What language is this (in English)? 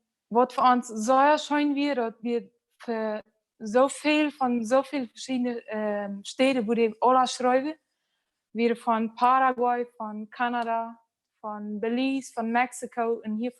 Plautdietsch